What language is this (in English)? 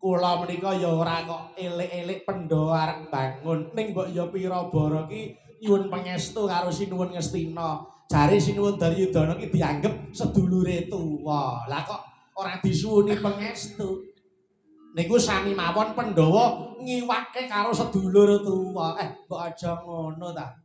Javanese